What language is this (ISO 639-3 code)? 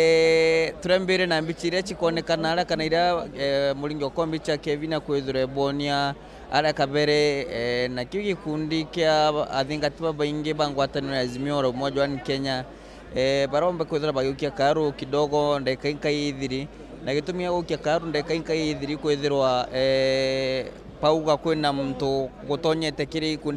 mer